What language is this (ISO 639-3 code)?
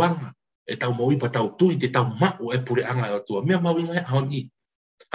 ton